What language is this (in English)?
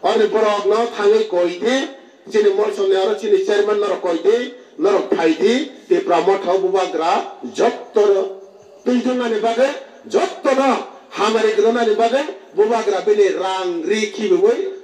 Kok Borok